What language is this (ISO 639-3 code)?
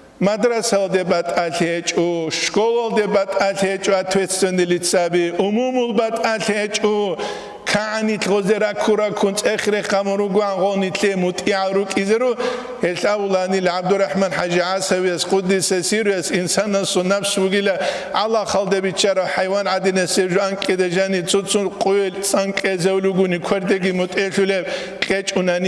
ava